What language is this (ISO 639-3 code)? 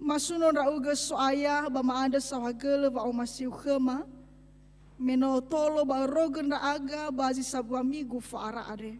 nia